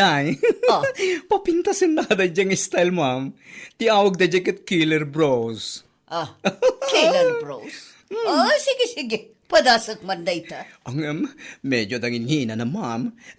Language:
Iloko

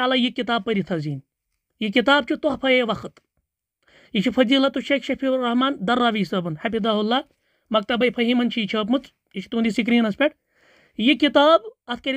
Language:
Kashmiri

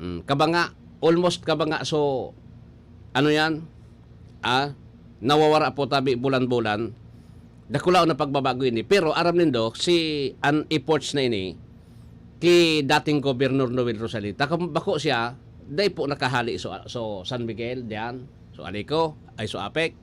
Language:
Bikol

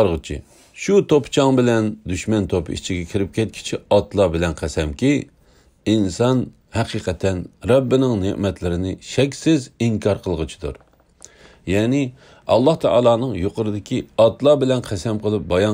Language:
Uyghur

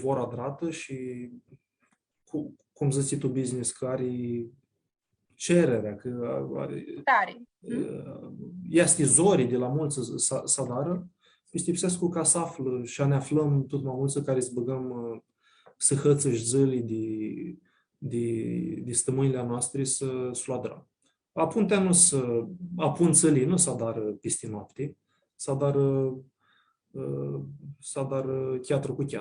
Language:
Aromanian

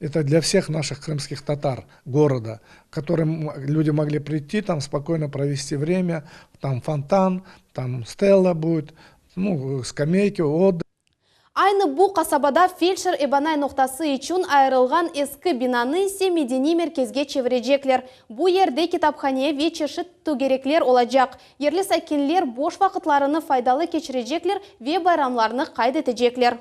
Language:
Crimean Tatar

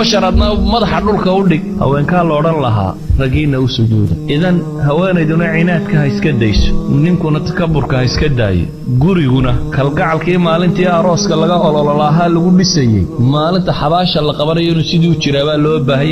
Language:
Somali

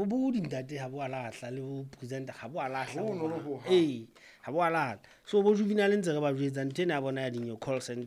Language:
Southern Sotho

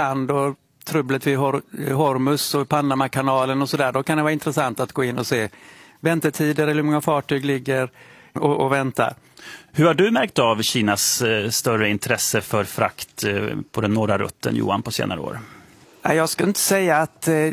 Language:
Swedish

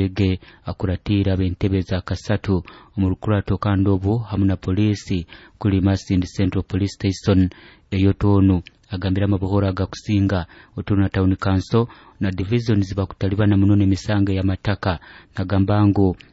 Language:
Nyoro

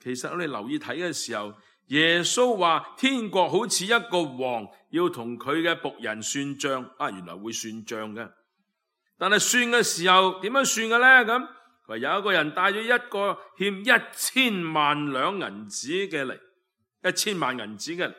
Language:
Cantonese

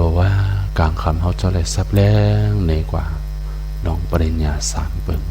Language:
Shan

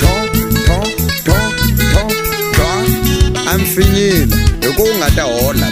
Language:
Tsonga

